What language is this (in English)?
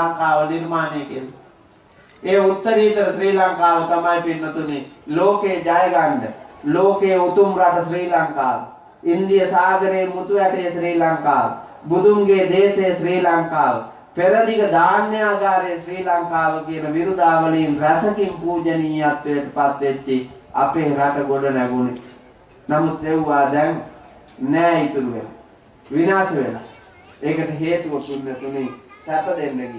Sinhala